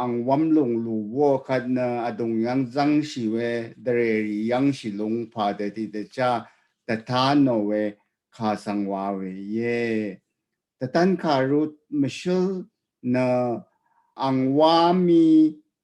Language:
Rawang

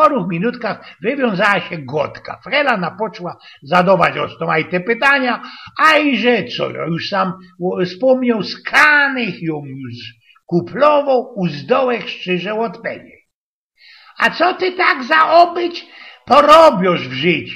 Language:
Silesian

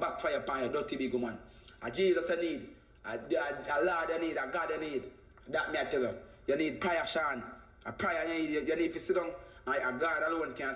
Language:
Jamaican Creole English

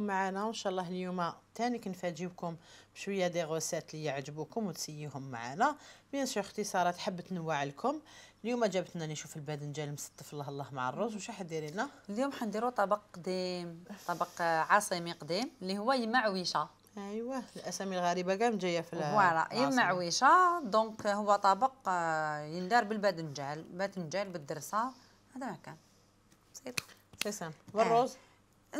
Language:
Algerian Arabic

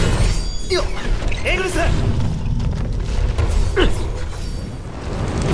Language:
Japanese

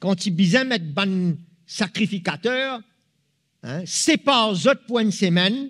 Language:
Morisyen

